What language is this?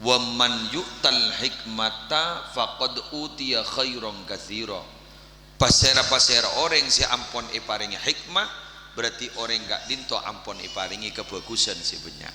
Madurese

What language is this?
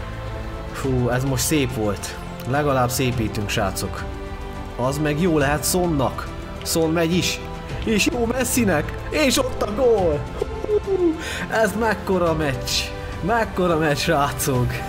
Hungarian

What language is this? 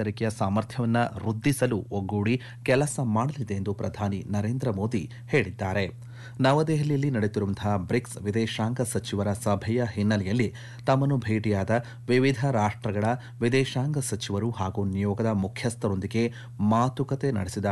Kannada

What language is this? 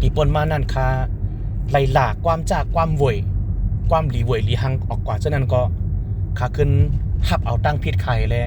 Shan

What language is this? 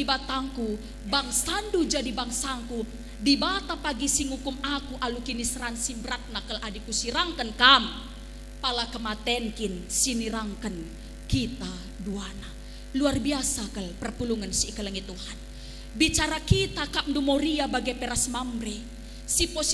Batak Karo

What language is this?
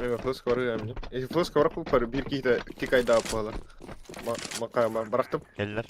Yakut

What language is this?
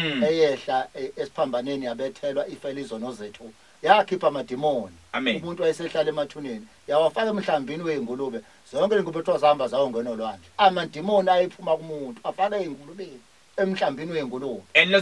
Zulu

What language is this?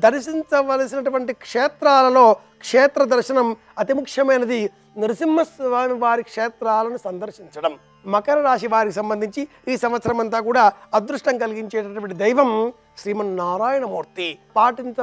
Telugu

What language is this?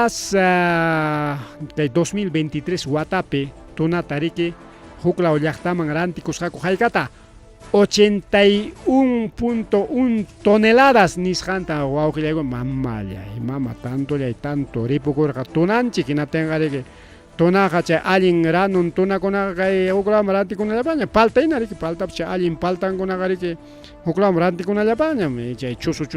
Ayacucho Quechua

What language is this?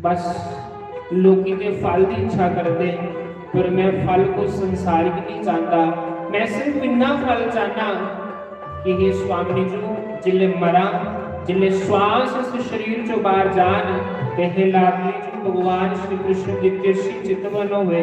Dogri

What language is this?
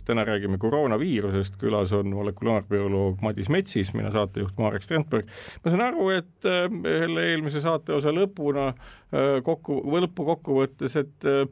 Estonian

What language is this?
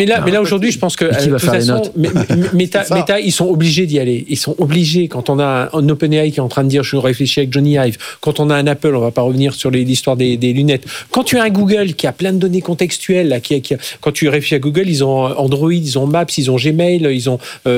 French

